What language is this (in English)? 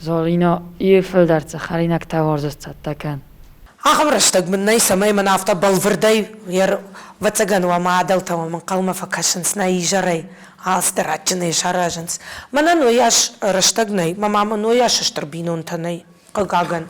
Ossetic